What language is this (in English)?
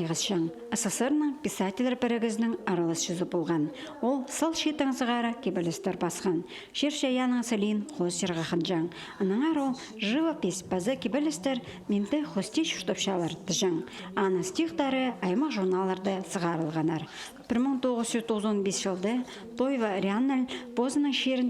Khakas